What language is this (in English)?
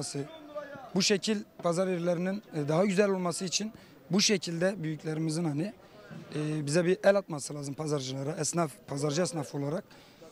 Turkish